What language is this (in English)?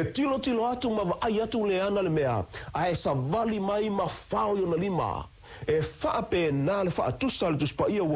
Samoan